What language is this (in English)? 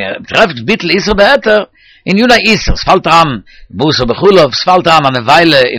Yiddish